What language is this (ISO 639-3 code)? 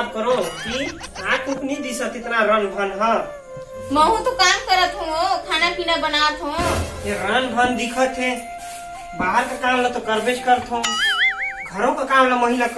hne